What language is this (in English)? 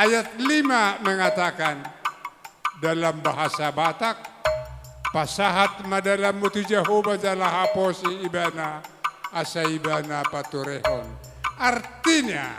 Batak Karo